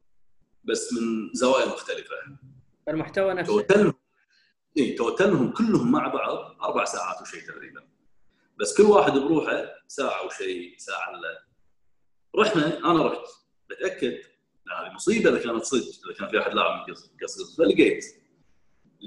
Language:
Gulf Arabic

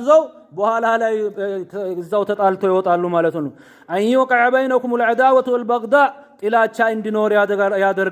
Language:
Amharic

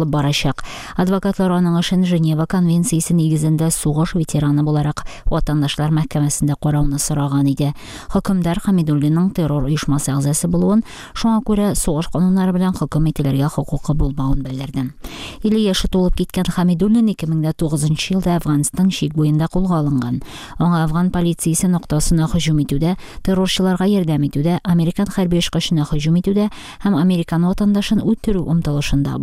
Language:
Tatar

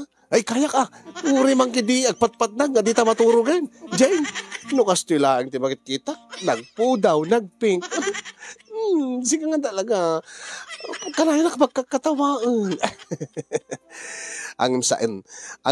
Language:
Iloko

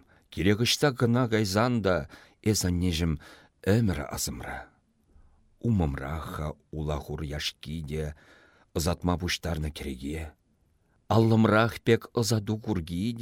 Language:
Chuvash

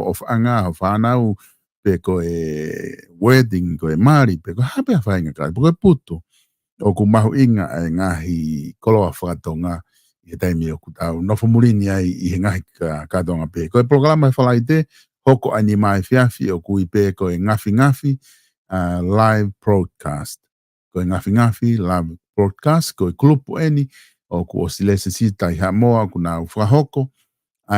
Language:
Tongan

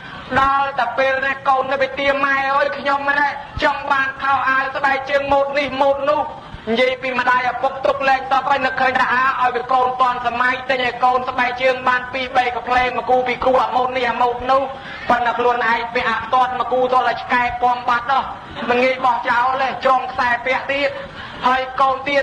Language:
Khmer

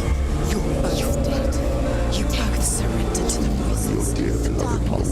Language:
Bavarian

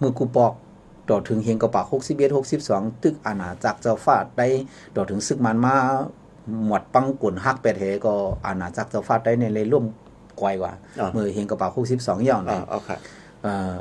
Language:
Shan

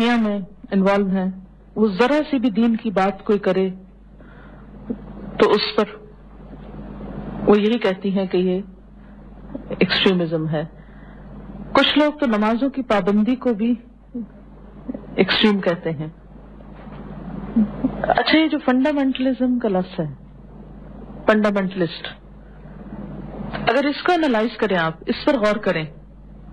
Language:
Urdu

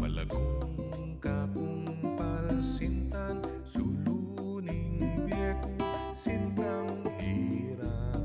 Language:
Pampanga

